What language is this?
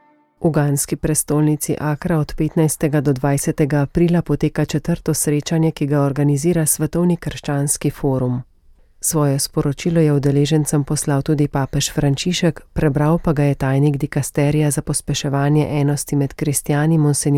Slovenian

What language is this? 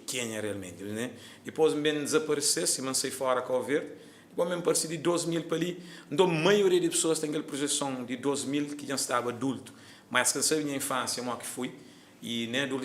Kabuverdianu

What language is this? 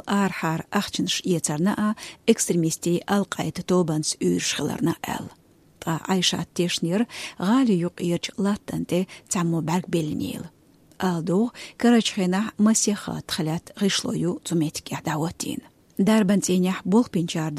Chechen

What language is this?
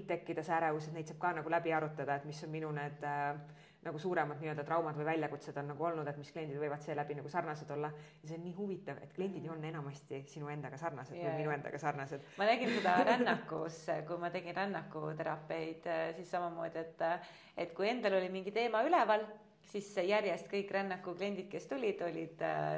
Estonian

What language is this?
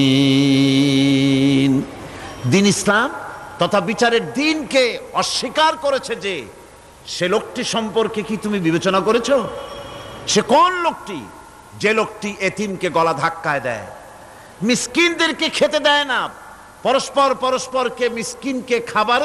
Bangla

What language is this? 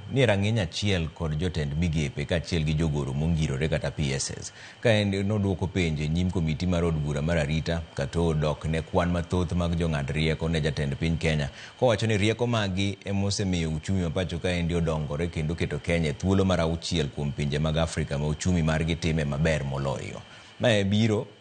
Luo (Kenya and Tanzania)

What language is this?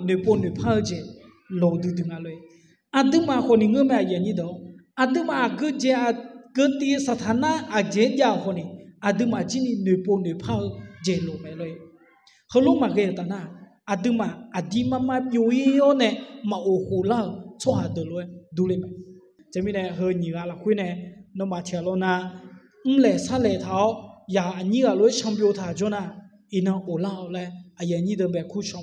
Akha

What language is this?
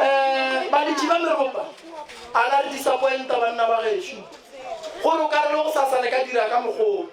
Northern Sotho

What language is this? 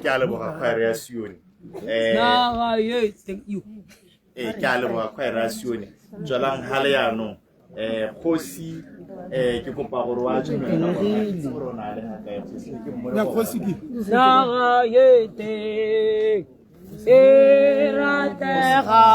Tswana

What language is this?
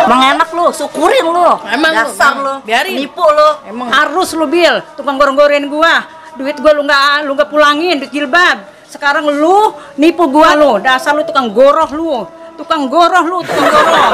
Betawi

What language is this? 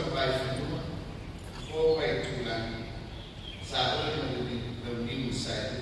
Samoan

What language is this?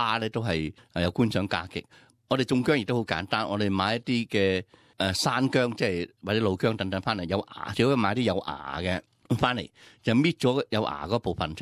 Cantonese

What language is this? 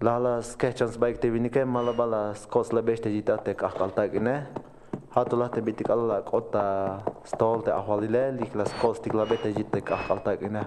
Tzeltal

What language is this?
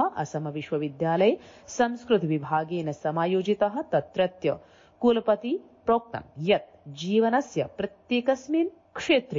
Sanskrit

